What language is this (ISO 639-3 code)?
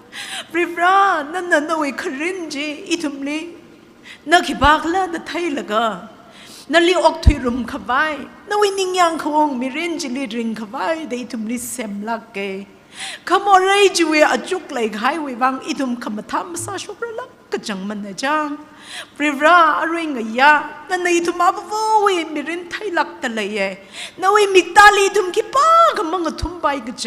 nmf